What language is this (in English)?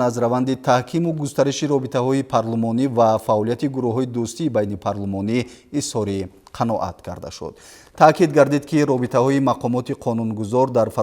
Tajik